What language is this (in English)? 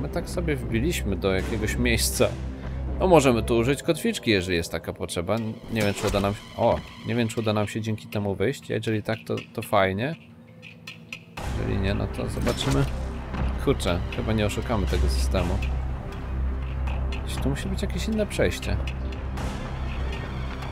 Polish